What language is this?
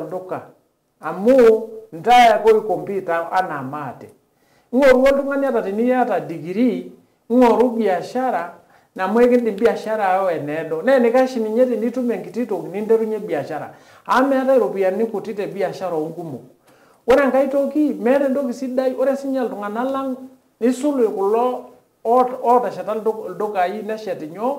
Masai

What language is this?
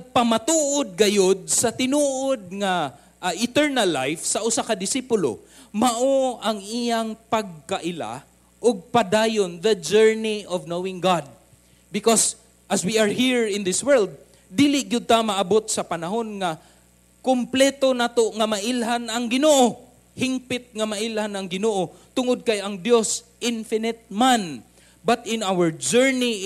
Cebuano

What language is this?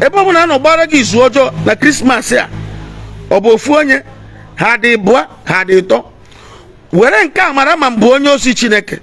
Igbo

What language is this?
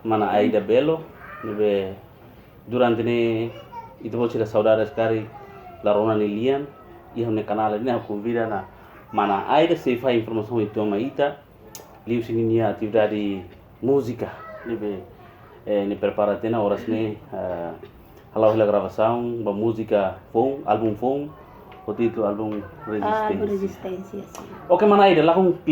Tetum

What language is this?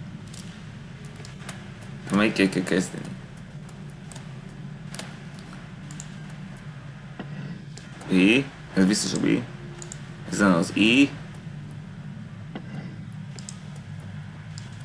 Hungarian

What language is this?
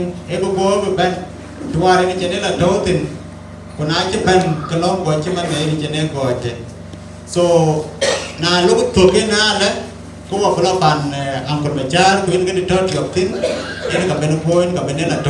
Dinka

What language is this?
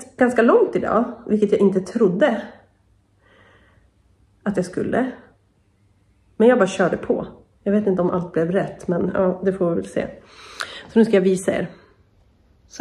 Swedish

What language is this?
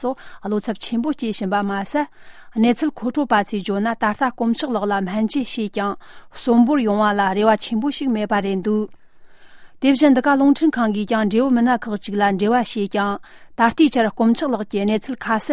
Tibetan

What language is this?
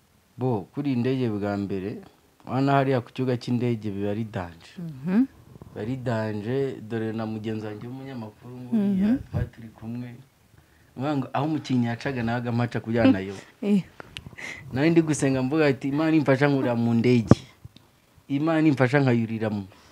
Kinyarwanda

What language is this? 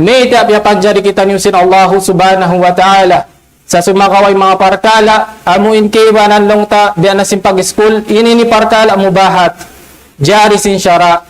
Tausug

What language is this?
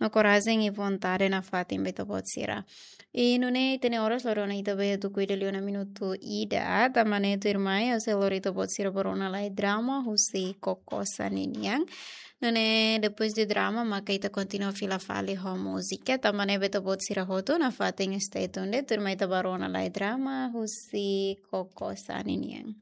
Tetum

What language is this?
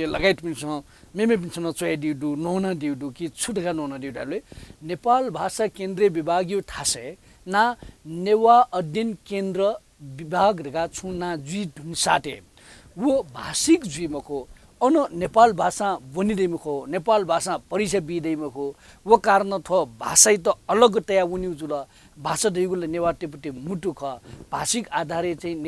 Newari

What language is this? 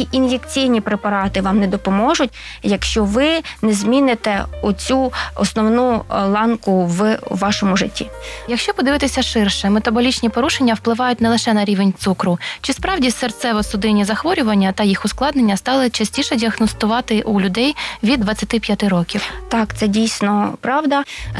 Ukrainian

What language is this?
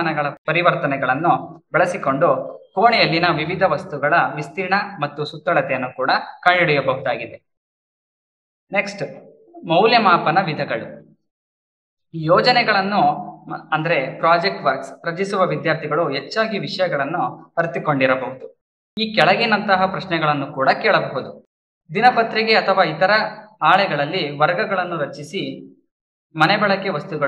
Kannada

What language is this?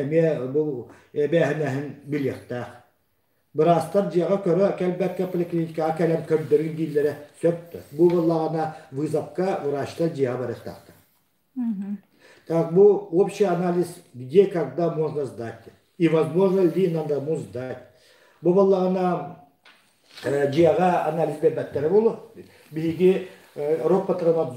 Yakut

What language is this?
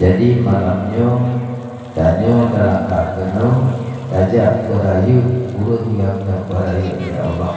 Achinese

